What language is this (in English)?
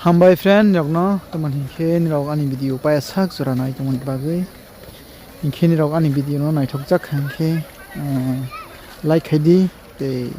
Kok Borok